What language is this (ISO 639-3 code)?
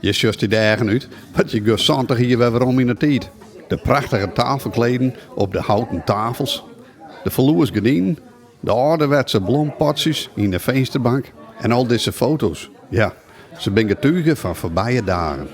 fry